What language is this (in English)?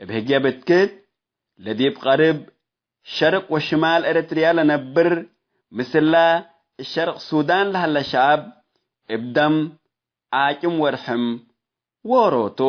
Tigre